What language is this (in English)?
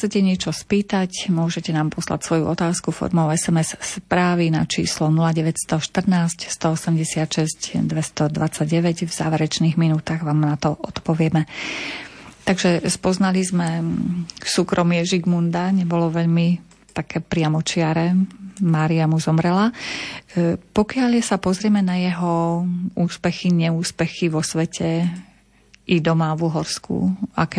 Slovak